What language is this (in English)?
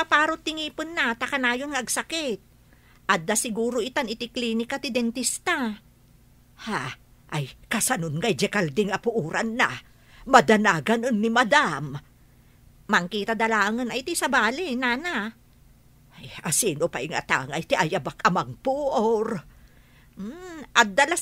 Iloko